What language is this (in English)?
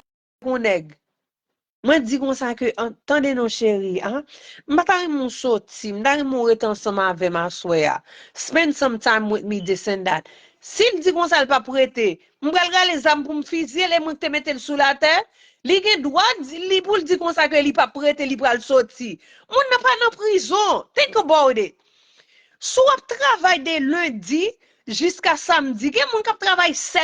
Haitian Creole